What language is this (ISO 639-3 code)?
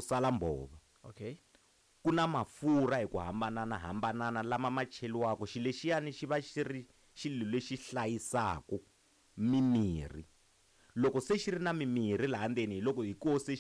tso